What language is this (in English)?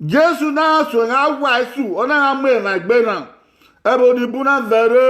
Bini